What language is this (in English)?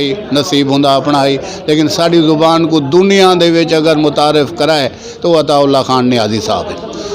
Saraiki